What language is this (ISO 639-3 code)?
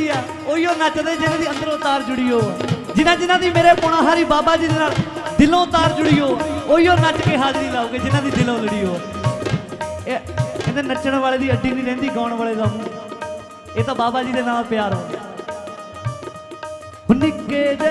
pan